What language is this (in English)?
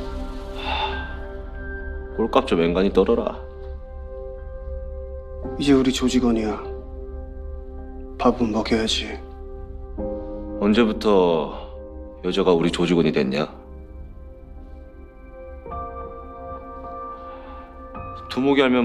Korean